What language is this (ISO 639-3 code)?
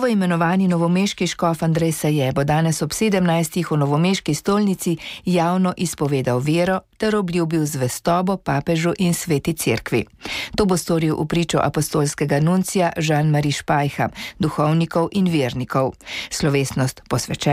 slv